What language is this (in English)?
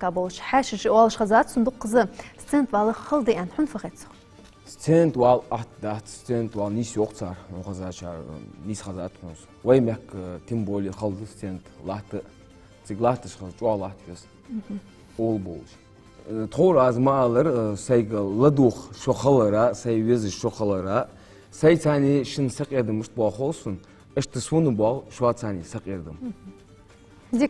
Ingush